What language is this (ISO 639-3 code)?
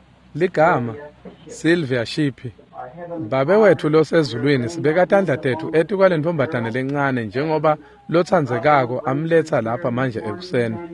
ssw